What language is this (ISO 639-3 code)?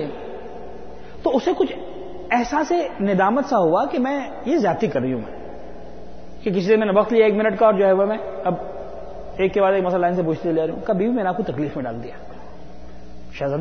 urd